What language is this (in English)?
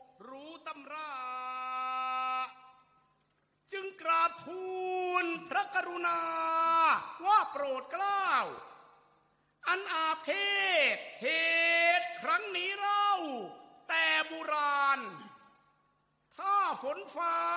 Thai